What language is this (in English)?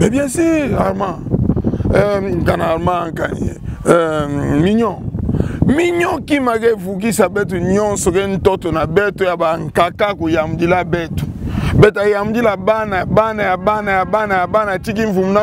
Kituba (Democratic Republic of Congo)